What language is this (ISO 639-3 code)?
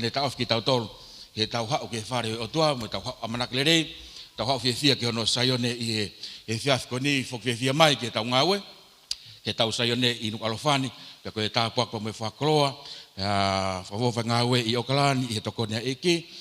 ton